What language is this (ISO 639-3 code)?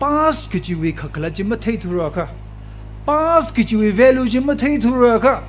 nmf